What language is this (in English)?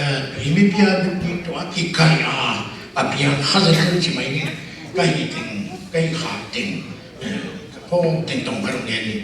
Tedim Chin